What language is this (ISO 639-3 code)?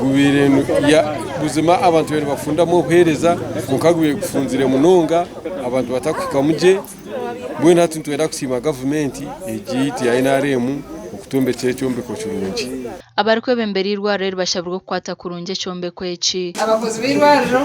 nyn